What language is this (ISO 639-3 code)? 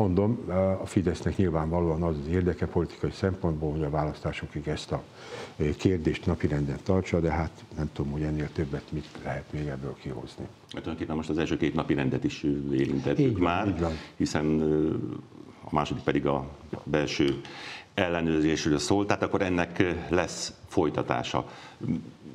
hun